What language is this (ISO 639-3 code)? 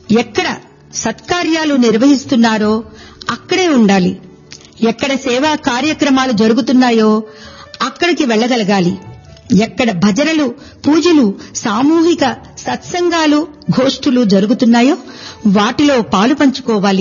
tel